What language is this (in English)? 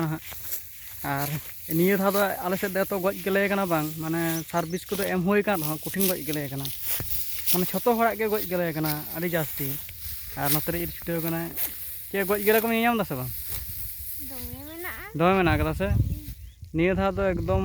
Santali